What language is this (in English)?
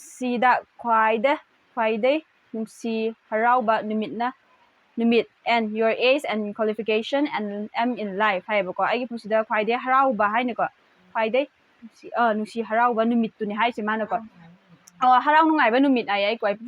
Manipuri